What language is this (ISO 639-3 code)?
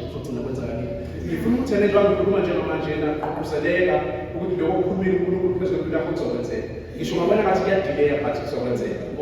zul